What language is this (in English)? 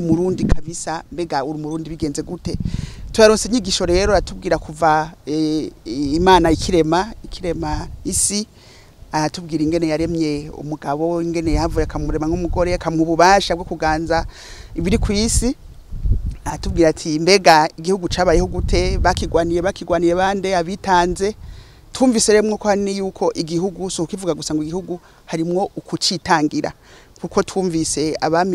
Rundi